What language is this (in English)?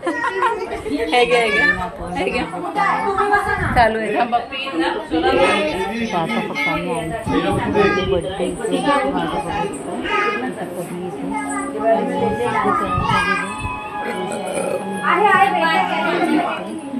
Marathi